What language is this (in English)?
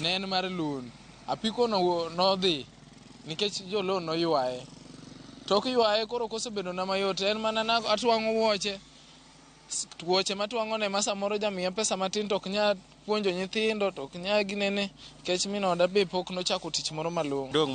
Luo (Kenya and Tanzania)